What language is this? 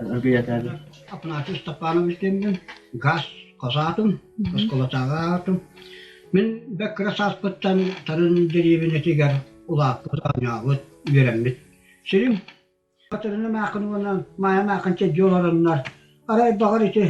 Yakut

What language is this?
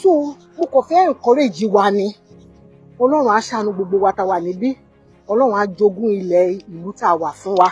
Yoruba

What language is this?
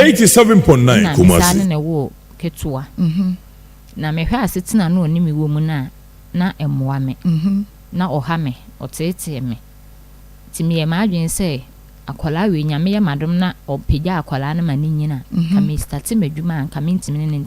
Akan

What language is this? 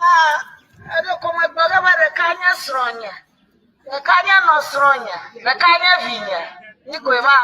Ewe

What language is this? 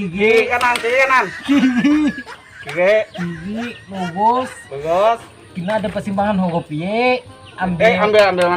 Banjar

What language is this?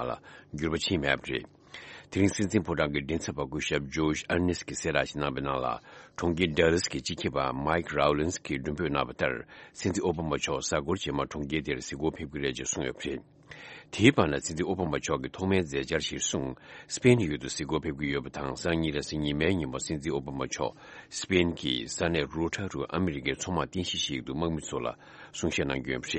Tibetan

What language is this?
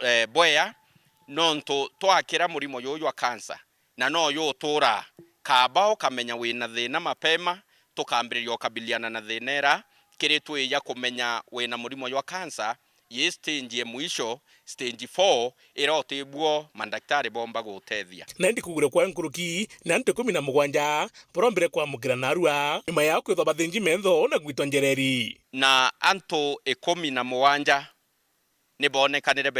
Meru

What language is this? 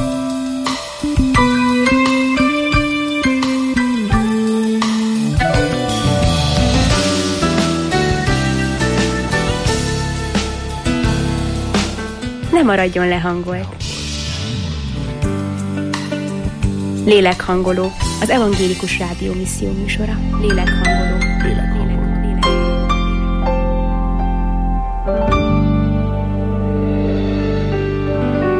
Hungarian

